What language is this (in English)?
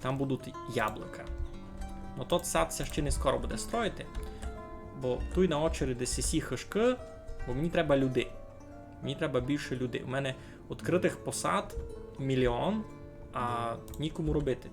Rusyn